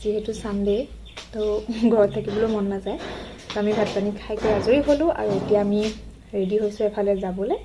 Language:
Assamese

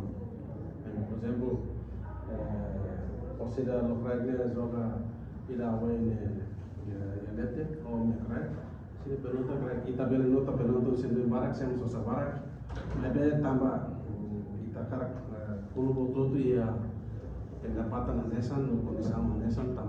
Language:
Tetum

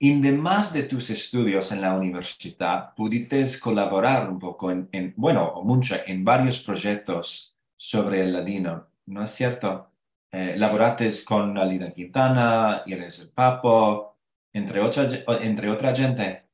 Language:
Ladino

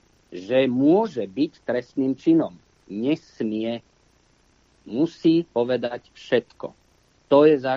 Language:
Slovak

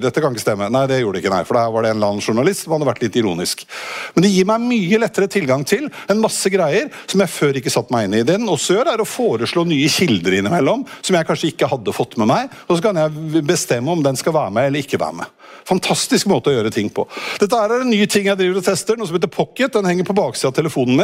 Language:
Norwegian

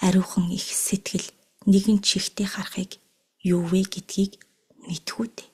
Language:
Mongolian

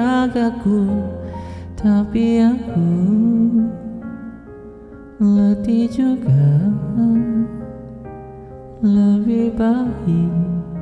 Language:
Malay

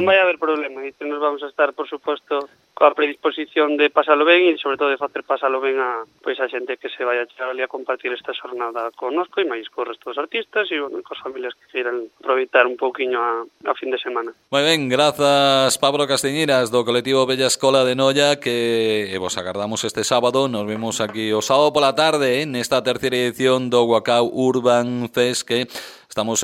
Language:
Galician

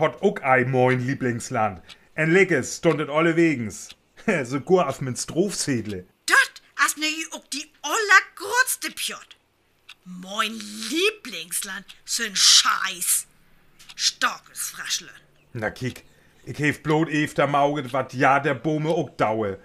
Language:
Northern Frisian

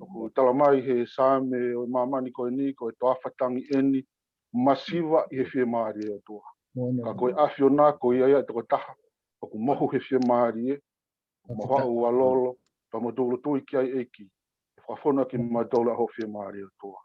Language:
Tongan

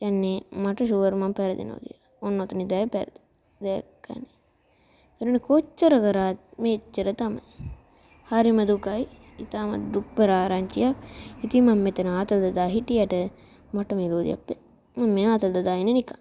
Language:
Sinhala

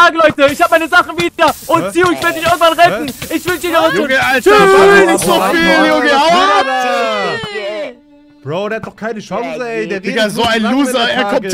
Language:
German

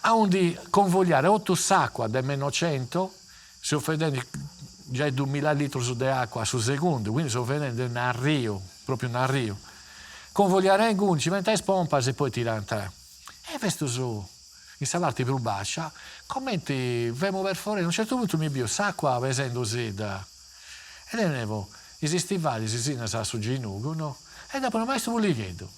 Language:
Sardinian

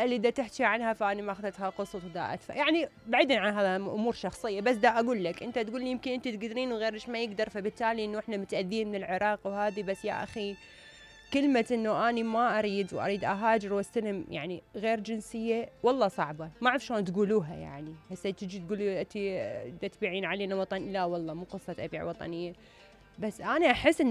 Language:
Mesopotamian Arabic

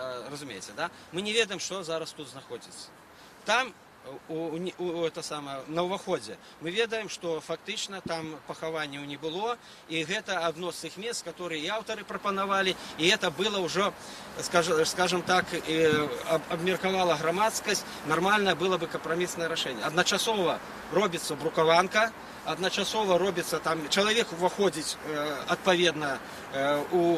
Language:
Belarusian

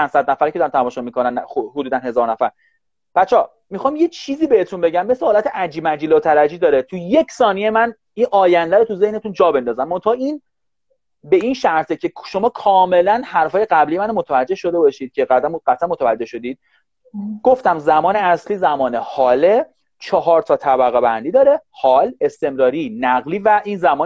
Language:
Persian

